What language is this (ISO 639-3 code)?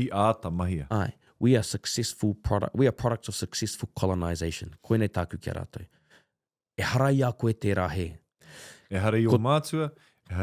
mri